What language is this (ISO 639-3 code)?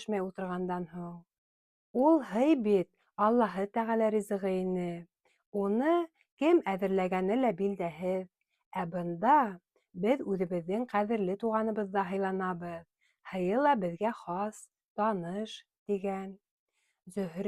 bak